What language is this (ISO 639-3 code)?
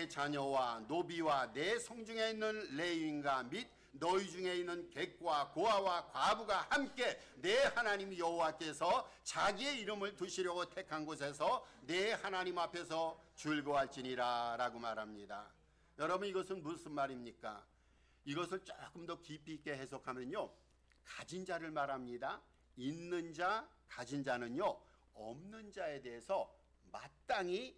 kor